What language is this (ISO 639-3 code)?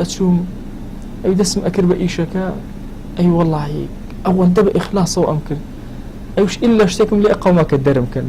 ckb